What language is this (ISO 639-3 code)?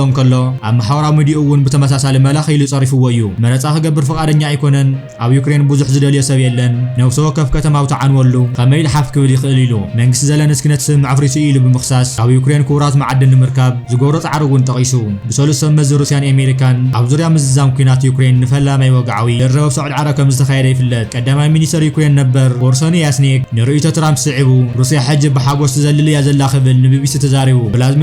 tir